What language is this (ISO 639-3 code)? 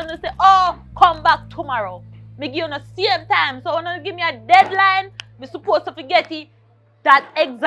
jam